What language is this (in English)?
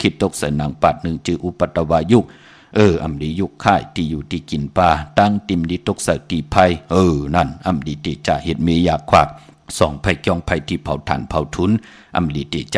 Shan